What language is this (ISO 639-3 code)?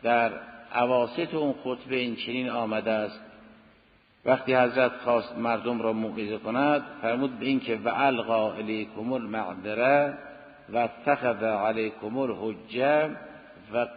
fas